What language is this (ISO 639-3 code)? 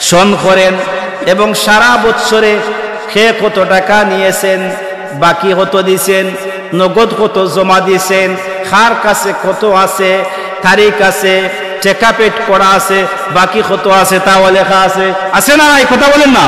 syl